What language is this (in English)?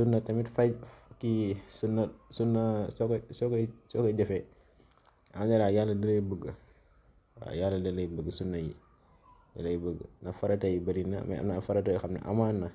Wolof